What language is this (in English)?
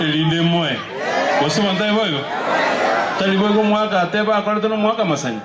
Gusii